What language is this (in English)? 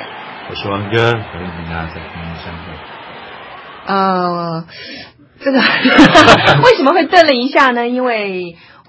Chinese